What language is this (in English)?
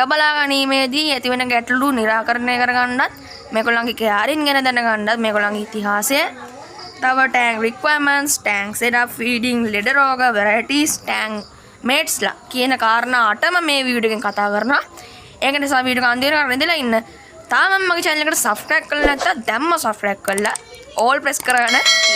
Sinhala